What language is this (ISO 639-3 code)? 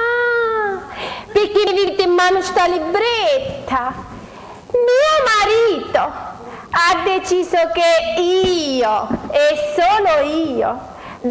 scn